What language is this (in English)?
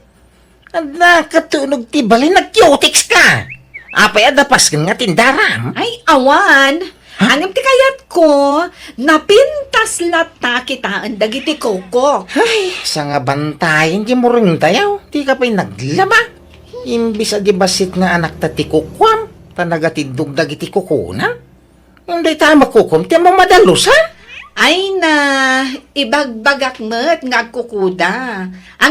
Iloko